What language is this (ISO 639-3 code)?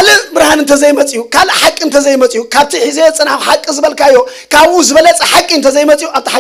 tir